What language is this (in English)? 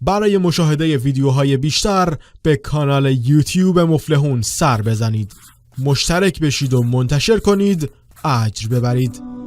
Persian